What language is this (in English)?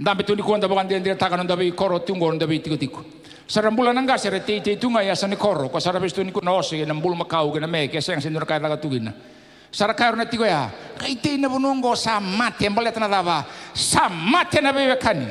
Fijian